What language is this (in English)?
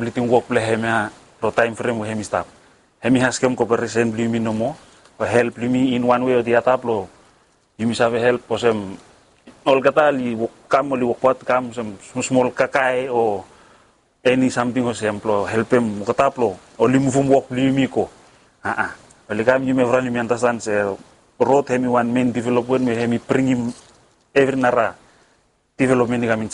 Bislama